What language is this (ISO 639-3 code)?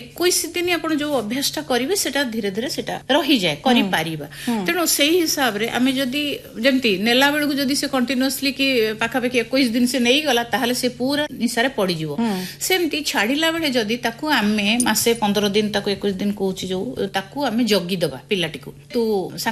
ori